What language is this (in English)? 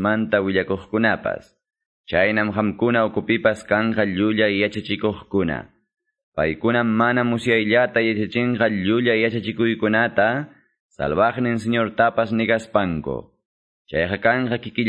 Quechua